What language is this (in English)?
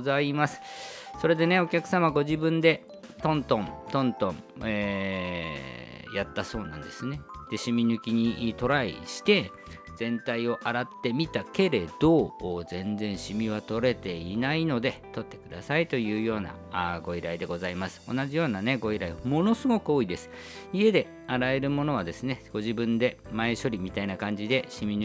Japanese